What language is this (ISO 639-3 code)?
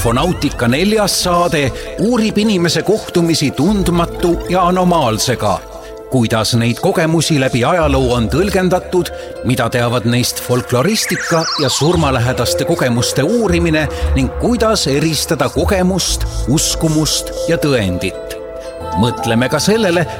est